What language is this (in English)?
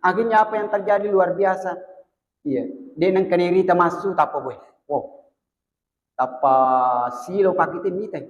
Buginese